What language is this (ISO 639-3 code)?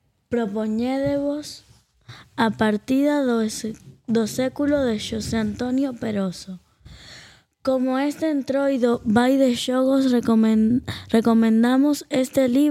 glg